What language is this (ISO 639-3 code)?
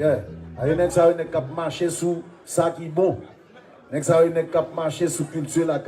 hat